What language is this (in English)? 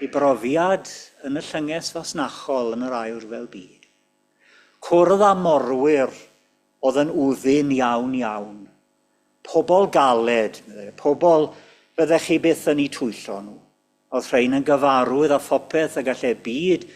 Welsh